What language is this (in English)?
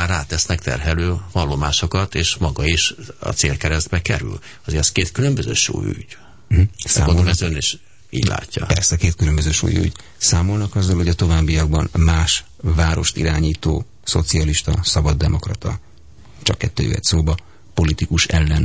Hungarian